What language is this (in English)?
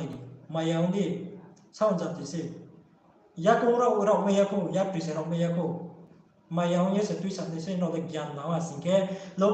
Riang (India)